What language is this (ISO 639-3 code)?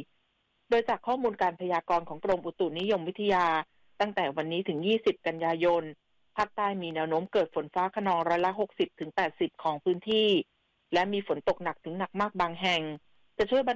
tha